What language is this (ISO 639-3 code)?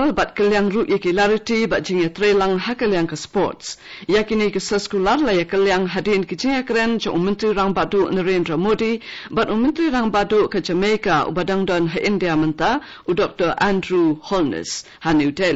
kha